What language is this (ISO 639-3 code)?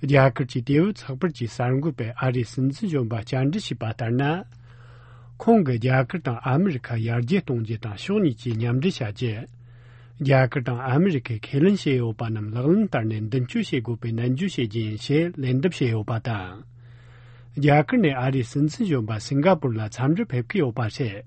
bod